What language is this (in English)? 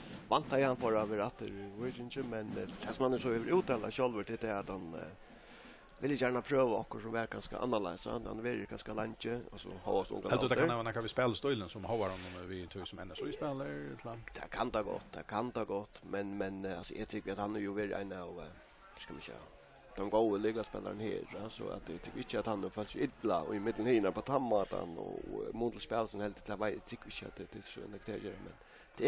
Faroese